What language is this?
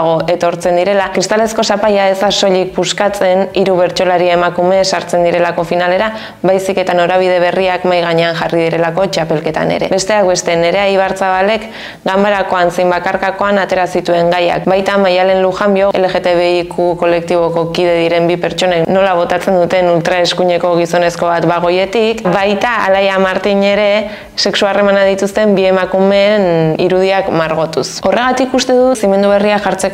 Basque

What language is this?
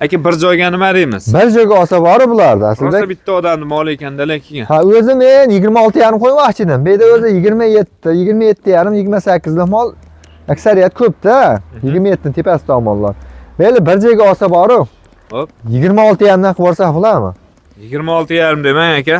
Uzbek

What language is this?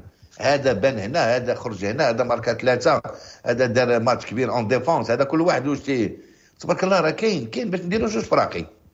Moroccan Arabic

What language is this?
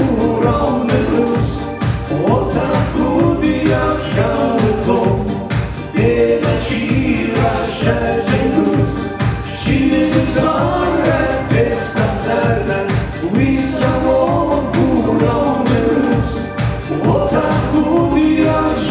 Ossetic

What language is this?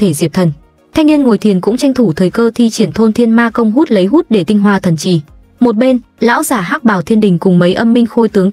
Vietnamese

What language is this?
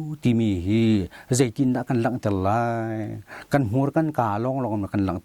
Hakha Chin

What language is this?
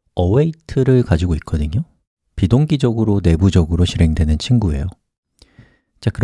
Korean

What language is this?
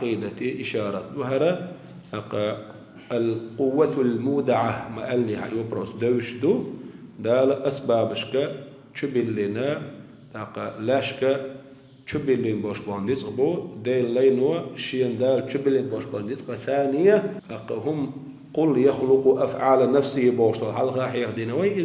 Chechen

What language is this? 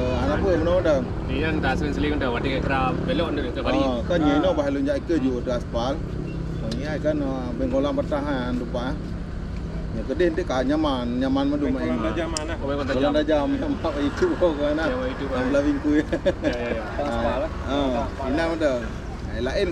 Achinese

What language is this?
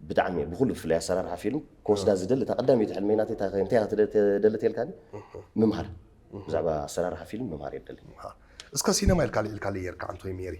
Tigrinya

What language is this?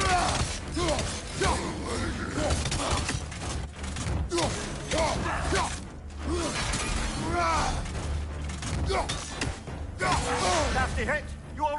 English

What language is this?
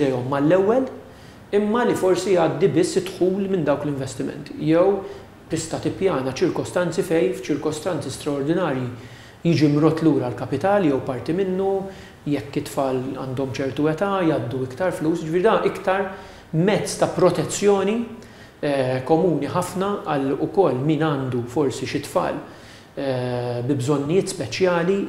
Maltese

